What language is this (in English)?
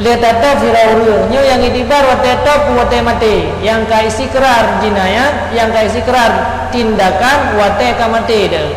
Achinese